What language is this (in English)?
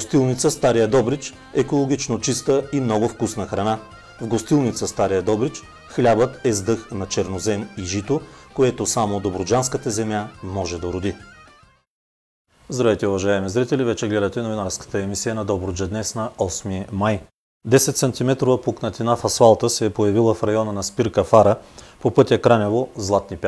Bulgarian